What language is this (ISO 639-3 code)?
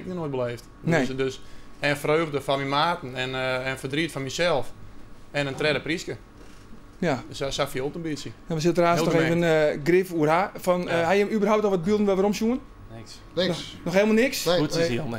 fry